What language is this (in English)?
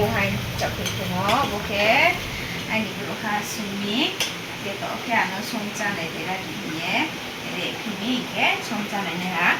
Riang (India)